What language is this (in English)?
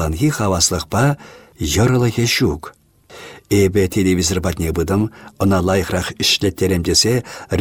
Chuvash